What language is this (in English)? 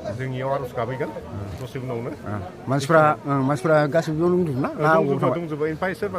Bodo